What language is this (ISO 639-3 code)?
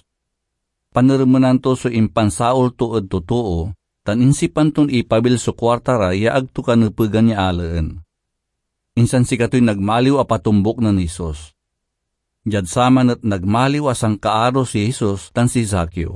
pag